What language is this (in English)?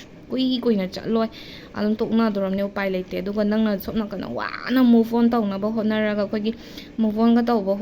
Manipuri